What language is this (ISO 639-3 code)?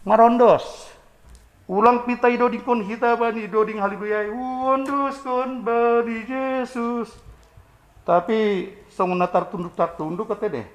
bts